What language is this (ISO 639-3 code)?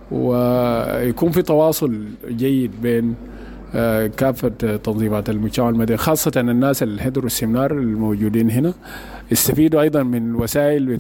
apd